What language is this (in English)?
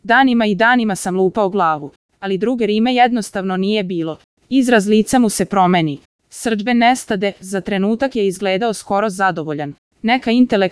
Serbian